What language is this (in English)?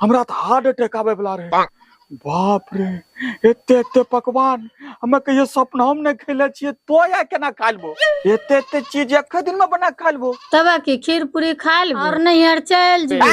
Angika